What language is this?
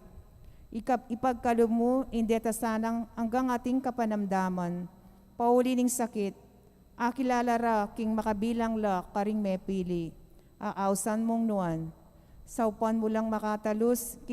Pampanga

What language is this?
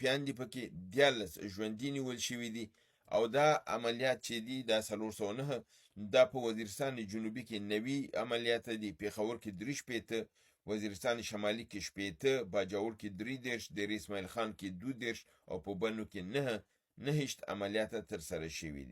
Pashto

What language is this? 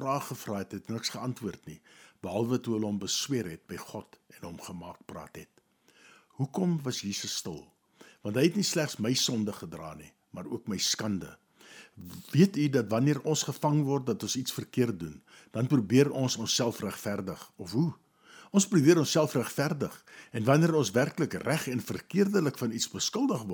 Afrikaans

